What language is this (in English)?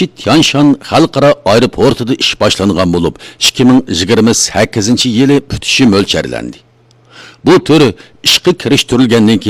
Uyghur